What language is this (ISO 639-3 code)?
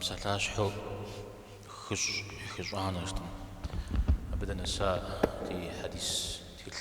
kbd